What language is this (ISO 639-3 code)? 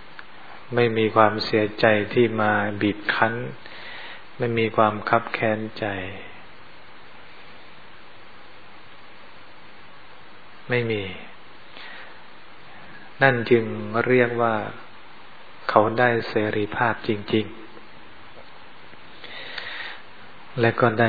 tha